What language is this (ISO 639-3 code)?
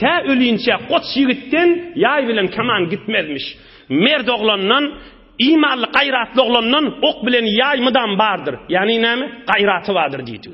tuk